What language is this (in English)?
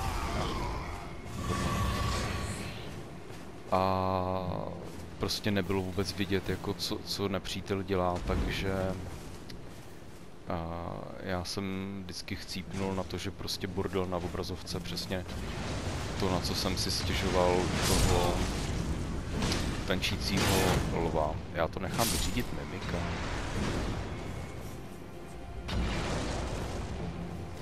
Czech